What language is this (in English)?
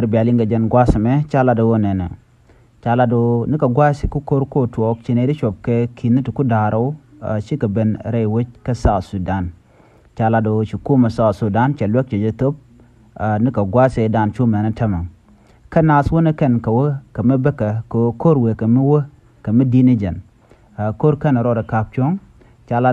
Nuer